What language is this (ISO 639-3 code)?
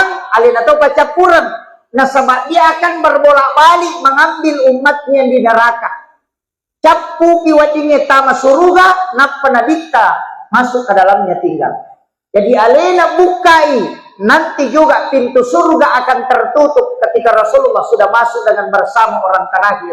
bug